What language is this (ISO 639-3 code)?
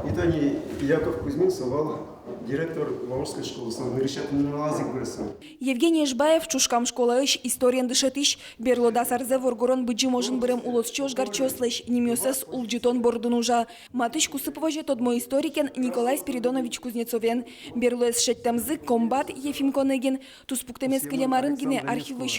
udm